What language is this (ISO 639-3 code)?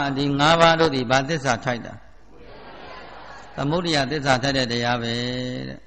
mya